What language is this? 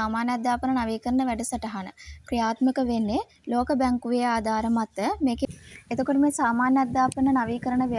Sinhala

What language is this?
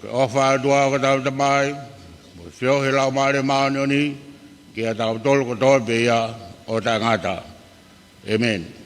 Tongan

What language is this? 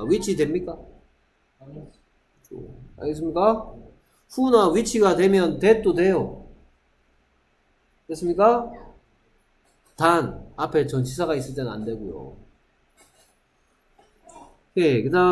Korean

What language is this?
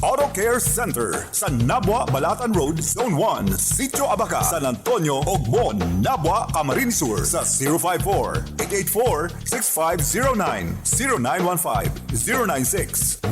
Bikol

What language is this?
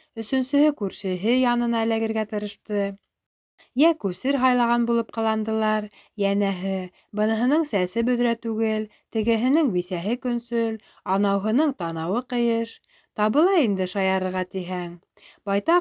Bashkir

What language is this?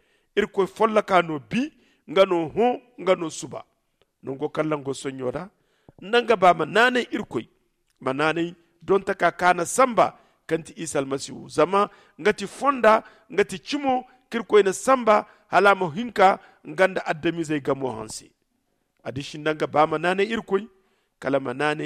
Zarma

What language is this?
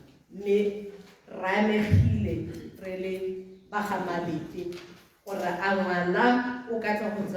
Tswana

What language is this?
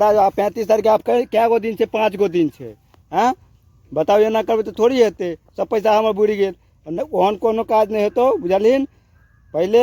Maithili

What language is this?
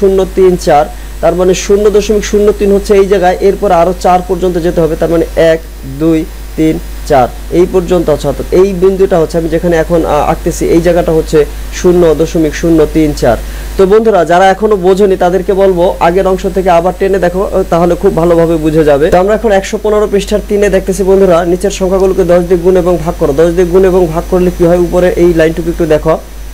Bangla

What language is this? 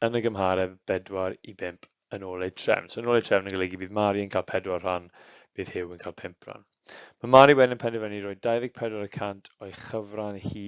Welsh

